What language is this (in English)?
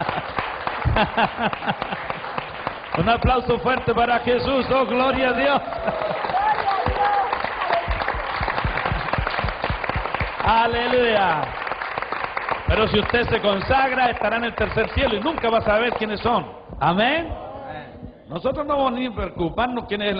Spanish